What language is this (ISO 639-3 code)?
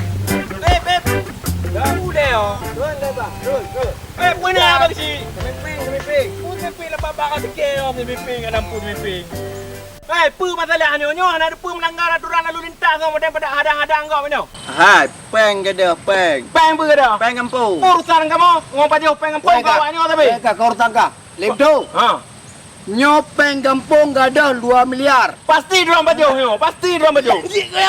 ace